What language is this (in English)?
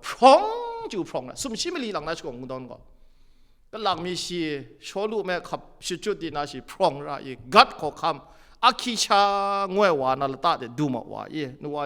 Kachin